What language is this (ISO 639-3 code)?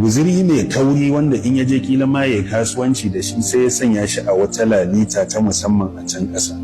hau